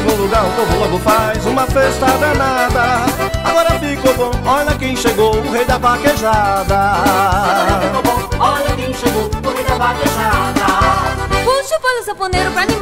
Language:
Portuguese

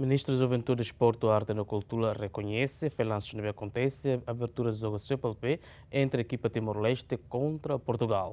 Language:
Tetum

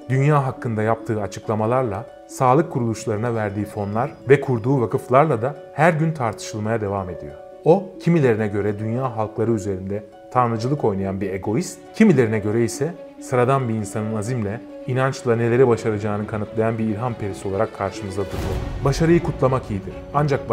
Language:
Turkish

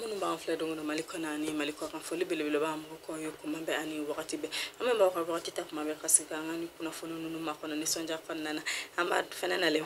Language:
Bambara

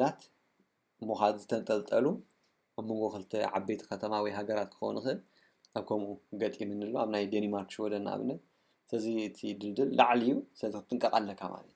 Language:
Tigrinya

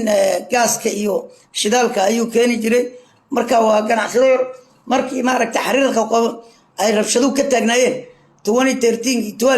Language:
Somali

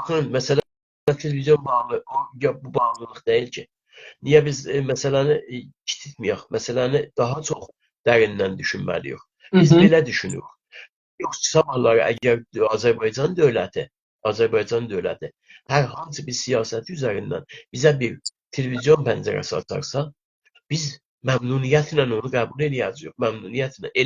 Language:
South Azerbaijani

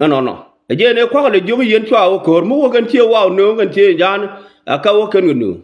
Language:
Nuer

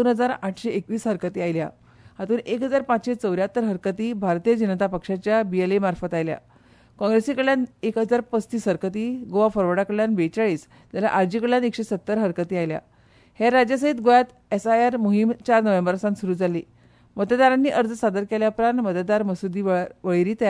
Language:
Konkani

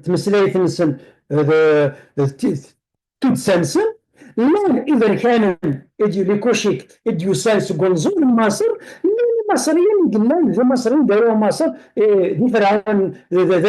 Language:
Kabyle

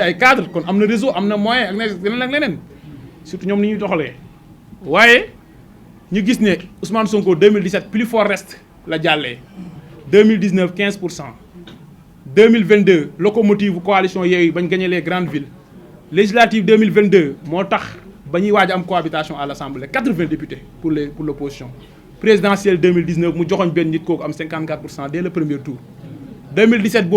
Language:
Wolof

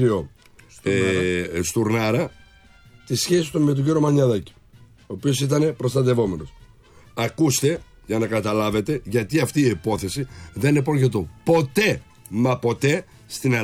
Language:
Greek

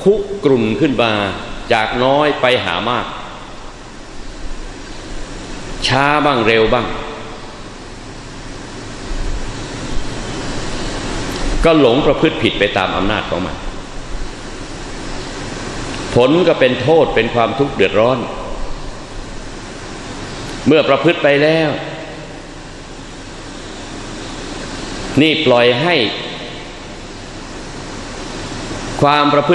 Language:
Thai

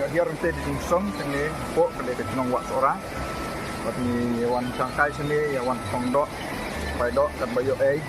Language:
Khasi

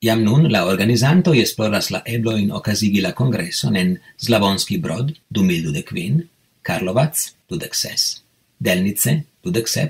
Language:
Esperanto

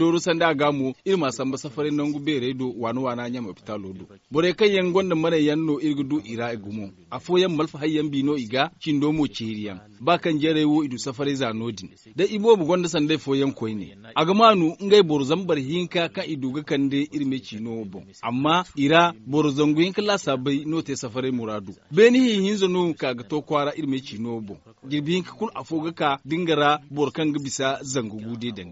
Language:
Zarma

